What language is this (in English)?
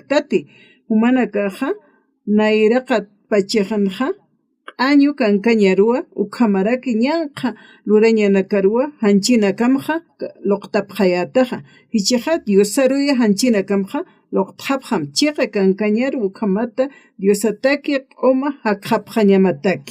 Aymara